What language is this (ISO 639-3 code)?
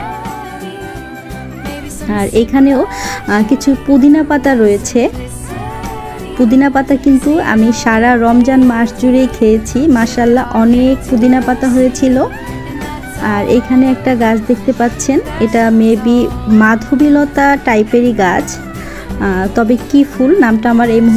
ben